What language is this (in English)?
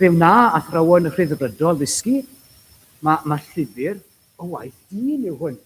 Welsh